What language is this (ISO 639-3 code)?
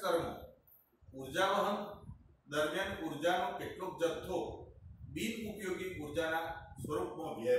guj